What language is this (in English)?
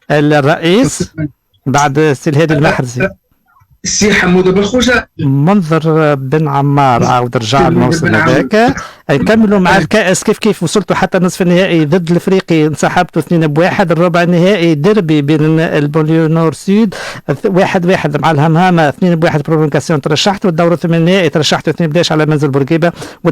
Tunisian Arabic